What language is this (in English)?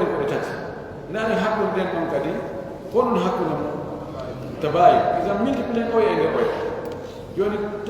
Pular